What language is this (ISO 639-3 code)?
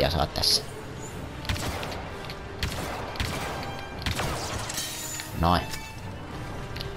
fin